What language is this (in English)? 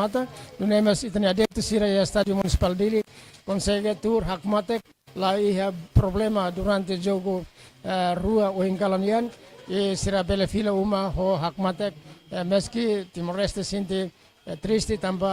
Tetum